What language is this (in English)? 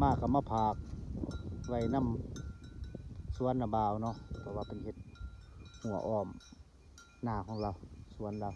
Northeastern Thai